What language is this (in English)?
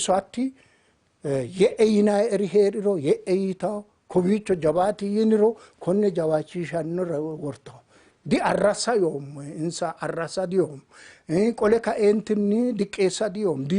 Sidamo